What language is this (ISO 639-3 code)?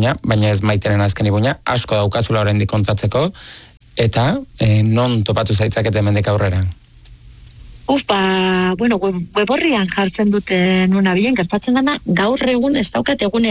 eus